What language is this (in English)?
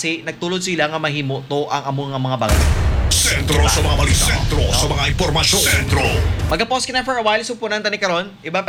Hiligaynon